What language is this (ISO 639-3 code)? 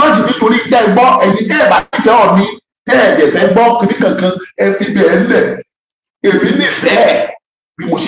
yor